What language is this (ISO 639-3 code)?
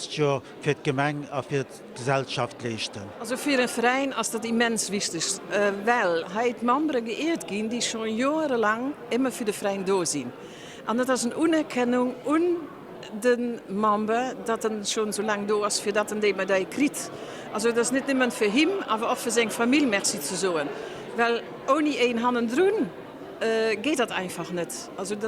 ltz